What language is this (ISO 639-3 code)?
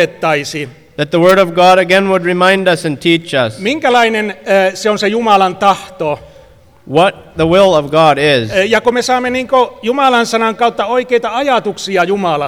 fin